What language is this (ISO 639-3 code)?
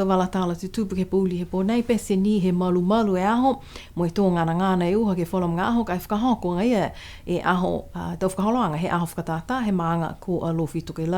niu